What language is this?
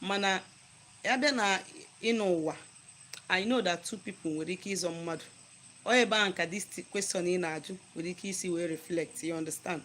Igbo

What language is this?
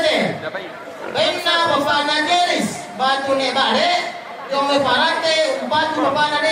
Toraja-Sa'dan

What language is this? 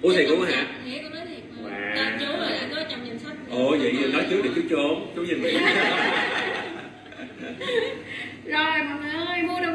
Vietnamese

